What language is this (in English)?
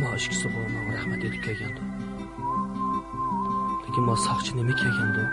Uyghur